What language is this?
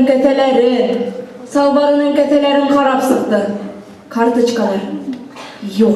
Bashkir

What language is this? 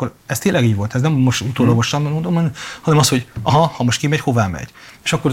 Hungarian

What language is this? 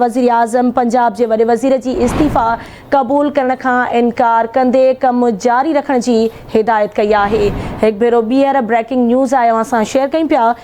Sindhi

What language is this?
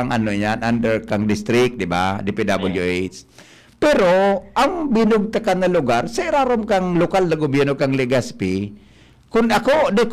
Bikol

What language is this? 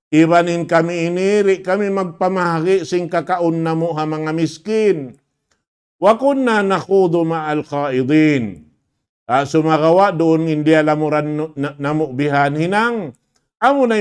Tausug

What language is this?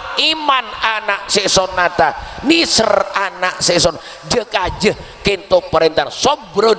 Madurese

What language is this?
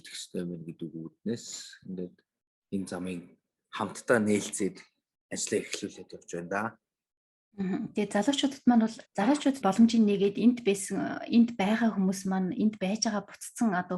Mongolian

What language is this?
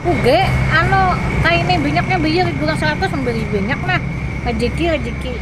Banjar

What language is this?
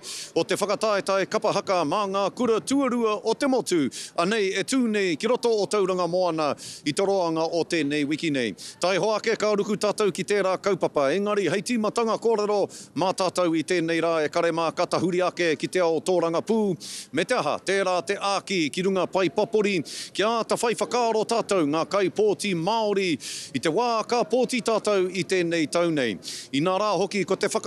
Māori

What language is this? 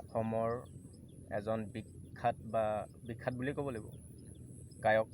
Assamese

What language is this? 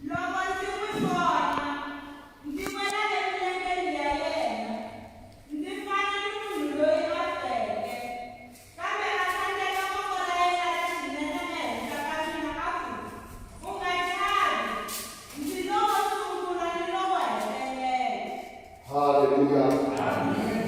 Tsonga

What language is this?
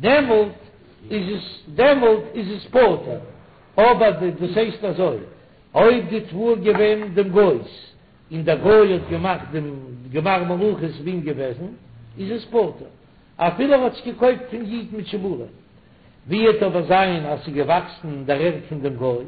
Yiddish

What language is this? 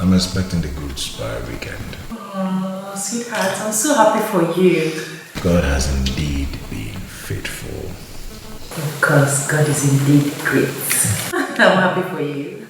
Nigerian Pidgin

